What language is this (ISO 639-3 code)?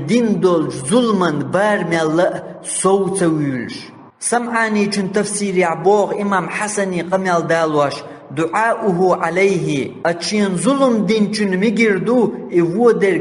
che